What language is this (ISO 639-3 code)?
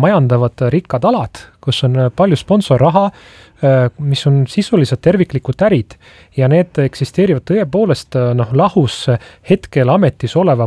est